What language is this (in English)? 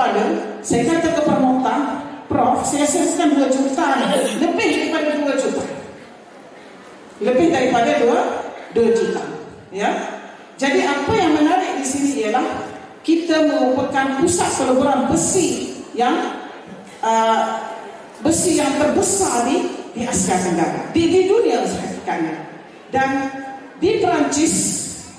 Malay